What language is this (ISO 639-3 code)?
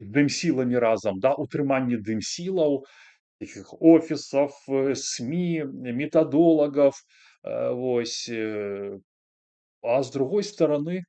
bel